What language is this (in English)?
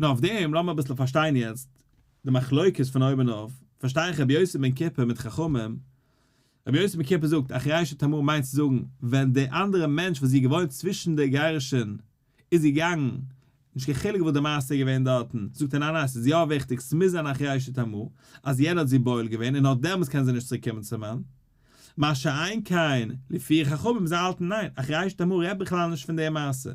Yiddish